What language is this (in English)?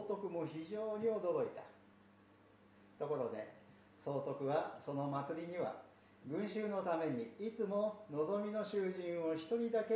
Japanese